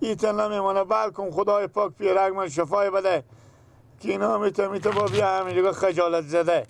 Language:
Persian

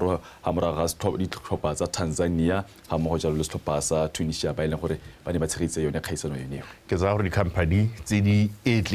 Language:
Tswana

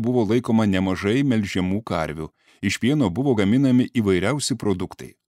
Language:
Lithuanian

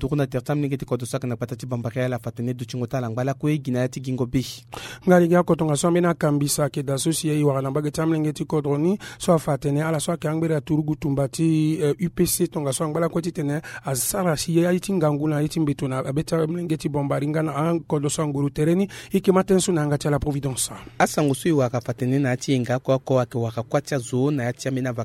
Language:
Sango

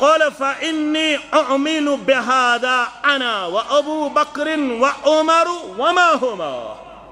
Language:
Kashmiri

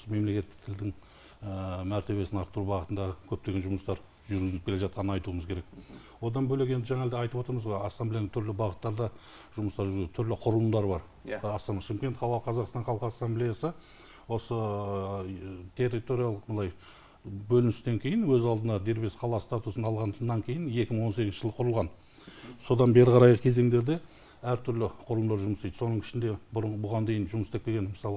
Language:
Kazakh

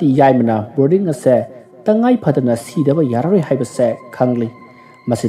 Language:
Manipuri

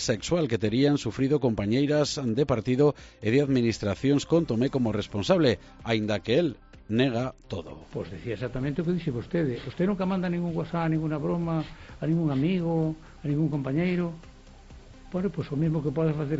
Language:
Galician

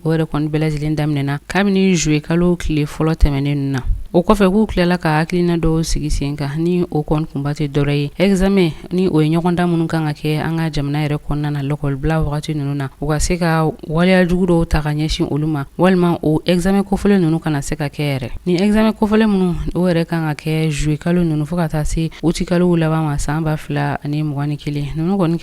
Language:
Bambara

